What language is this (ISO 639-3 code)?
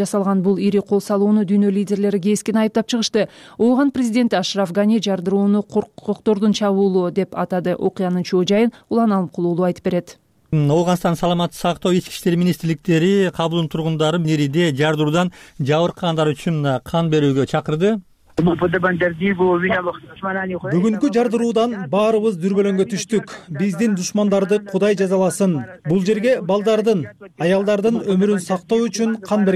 kir